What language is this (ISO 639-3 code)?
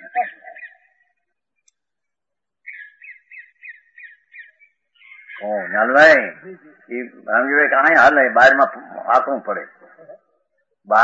guj